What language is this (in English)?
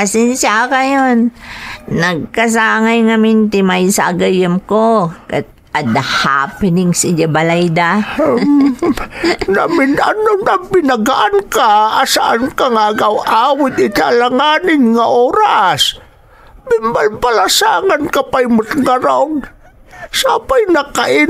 Iloko